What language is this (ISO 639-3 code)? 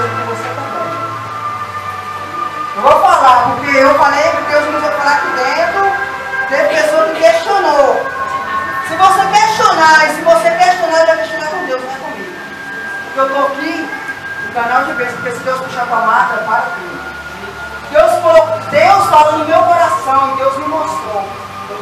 por